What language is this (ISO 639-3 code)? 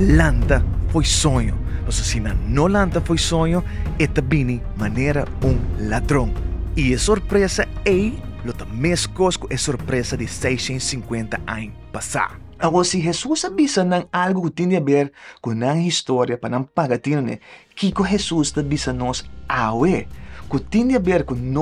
pap